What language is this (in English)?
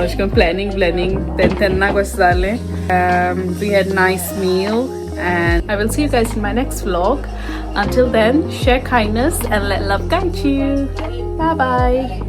Konkani